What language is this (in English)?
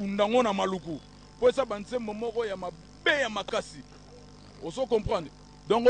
Lingala